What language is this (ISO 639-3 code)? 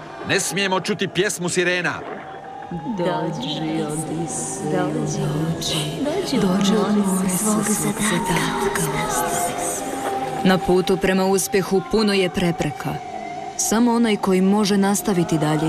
hrv